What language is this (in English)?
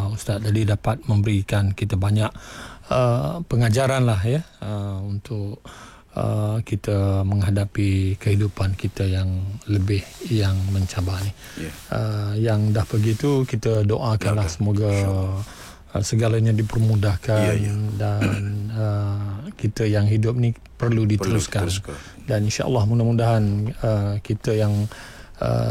Malay